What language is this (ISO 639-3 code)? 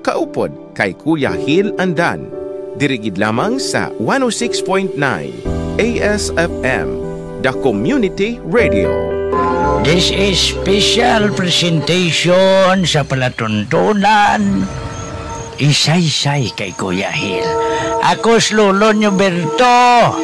hil